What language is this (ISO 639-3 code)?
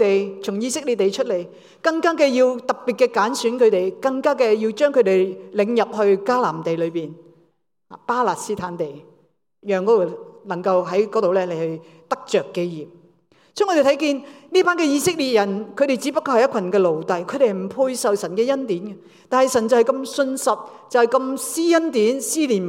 yue